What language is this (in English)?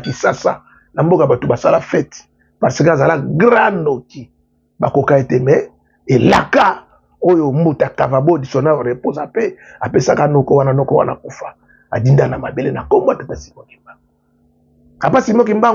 Lingala